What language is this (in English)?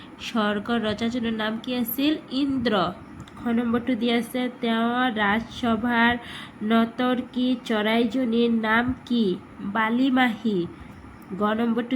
Assamese